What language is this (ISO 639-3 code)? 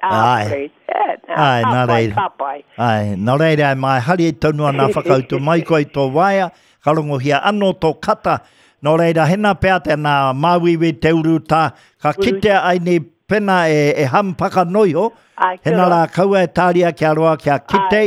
mri